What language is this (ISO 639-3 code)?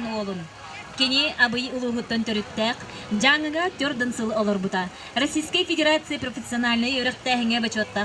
sah